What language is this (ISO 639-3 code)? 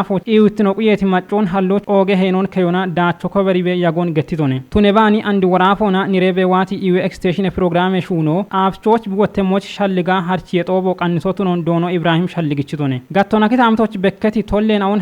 kbr